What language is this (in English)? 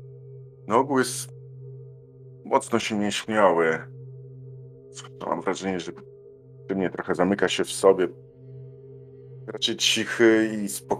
Polish